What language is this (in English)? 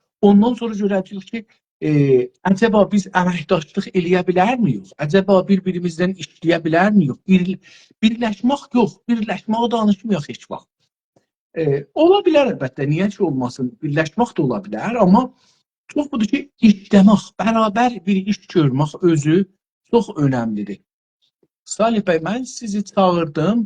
South Azerbaijani